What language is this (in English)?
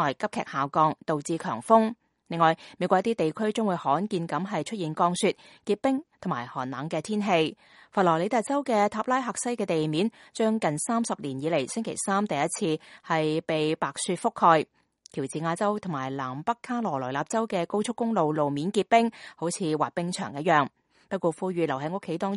Cantonese